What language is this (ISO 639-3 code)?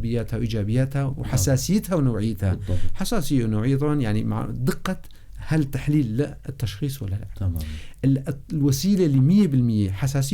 apc